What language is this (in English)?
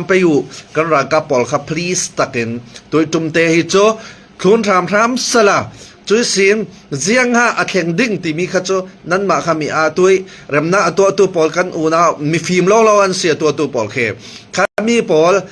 Hakha Chin